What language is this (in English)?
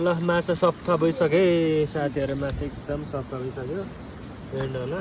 Nepali